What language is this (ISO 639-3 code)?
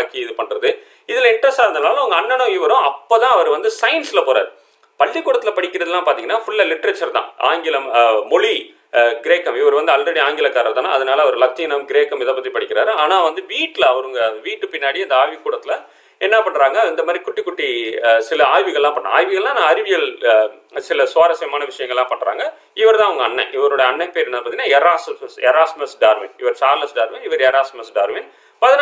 tam